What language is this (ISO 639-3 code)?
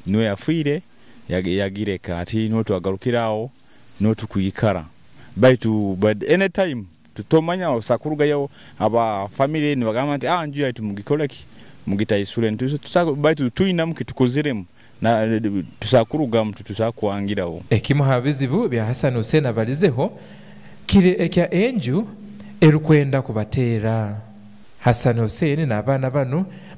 nyo